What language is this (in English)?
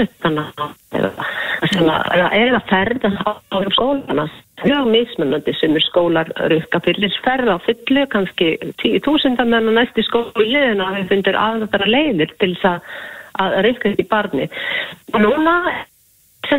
Icelandic